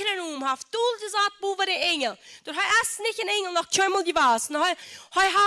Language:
Plautdietsch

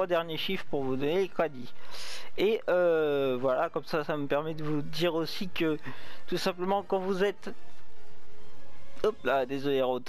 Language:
French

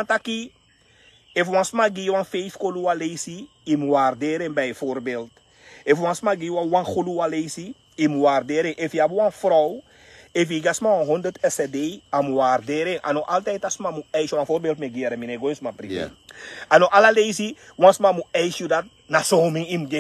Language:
Sranan Tongo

